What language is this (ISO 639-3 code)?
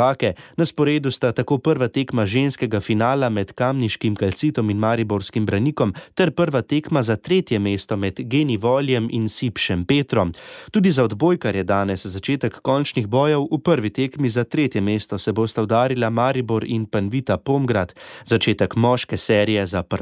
slv